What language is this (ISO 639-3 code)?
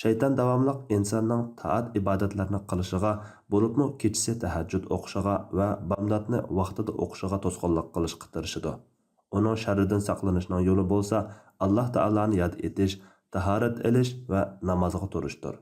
uig